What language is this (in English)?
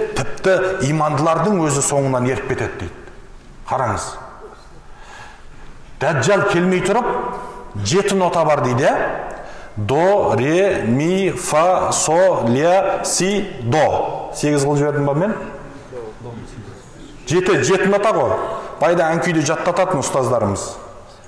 Kazakh